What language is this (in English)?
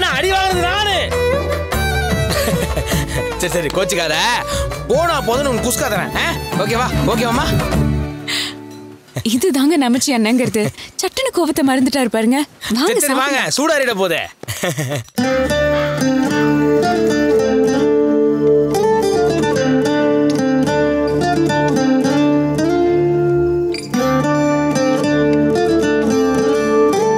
Tamil